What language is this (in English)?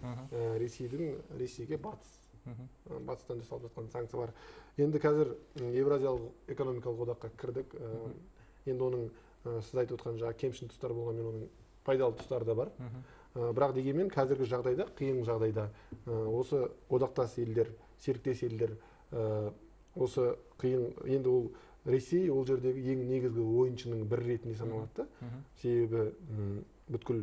Kazakh